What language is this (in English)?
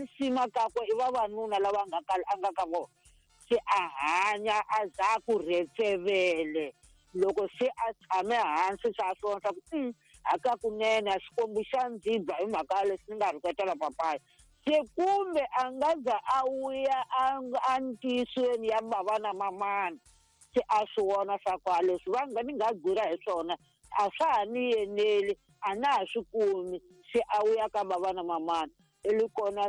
Tsonga